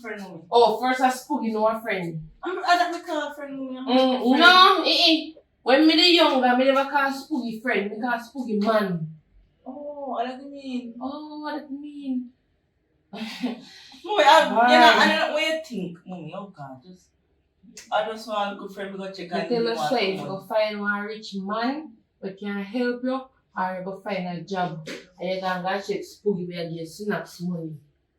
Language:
Jamaican Creole English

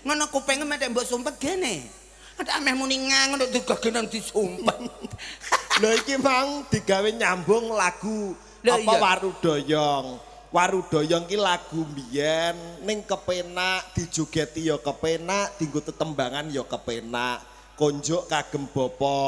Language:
Javanese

